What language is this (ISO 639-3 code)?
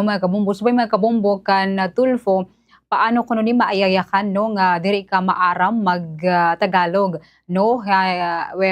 war